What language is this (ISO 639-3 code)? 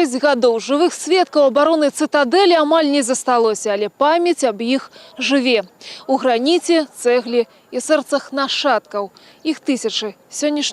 bel